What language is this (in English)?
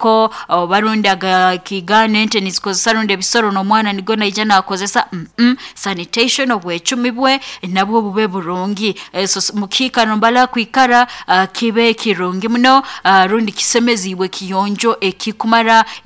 Nyoro